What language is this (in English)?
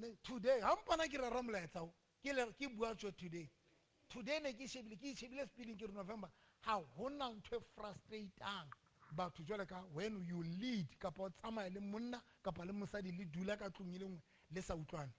Southern Sotho